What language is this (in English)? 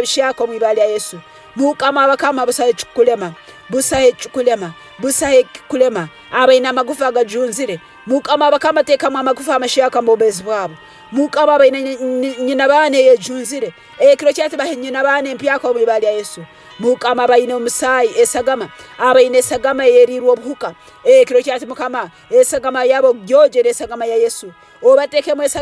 Tooro